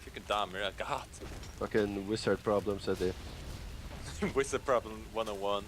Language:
Faroese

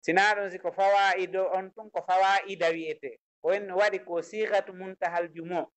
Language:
Fula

